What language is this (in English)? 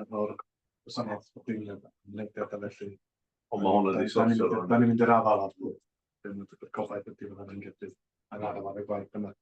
Welsh